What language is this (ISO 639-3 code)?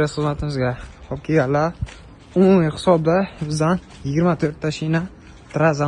uzb